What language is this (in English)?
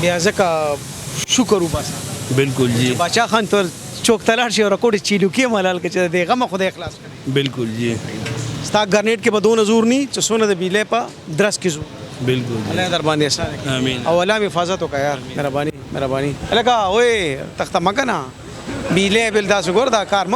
Pashto